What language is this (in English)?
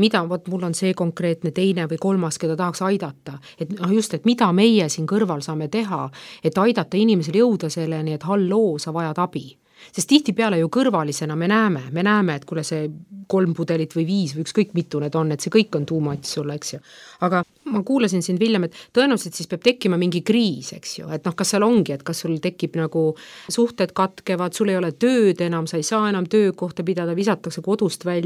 Estonian